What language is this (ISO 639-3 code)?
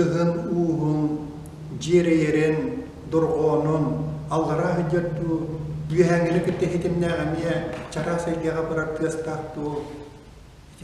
sah